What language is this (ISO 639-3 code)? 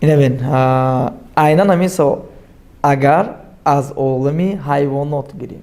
tgk